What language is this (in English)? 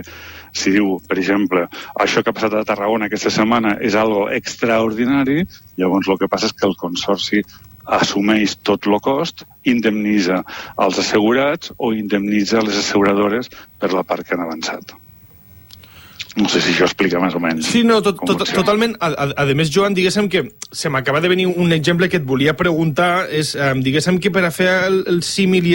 Catalan